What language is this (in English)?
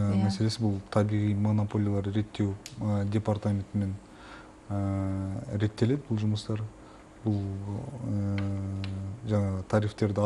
Kazakh